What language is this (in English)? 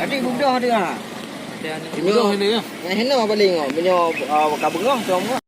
Achinese